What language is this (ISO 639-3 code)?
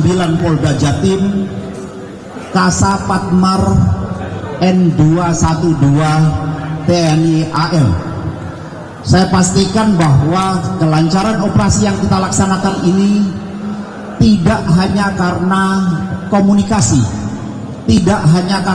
ind